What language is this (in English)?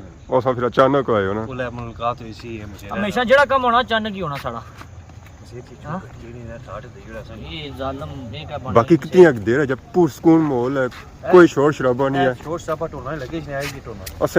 Pahari-Potwari